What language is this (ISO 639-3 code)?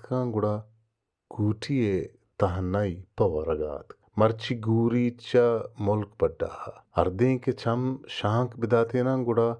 bal